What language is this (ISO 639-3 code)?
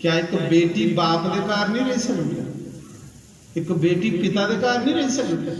doi